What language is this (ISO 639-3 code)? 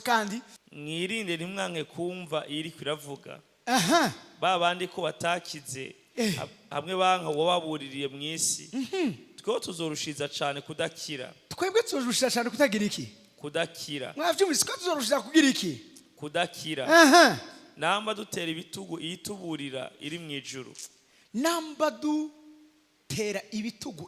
run